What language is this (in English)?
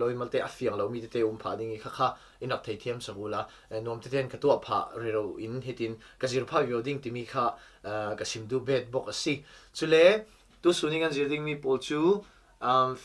Falam Chin